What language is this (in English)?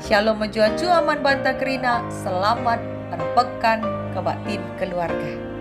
Batak Karo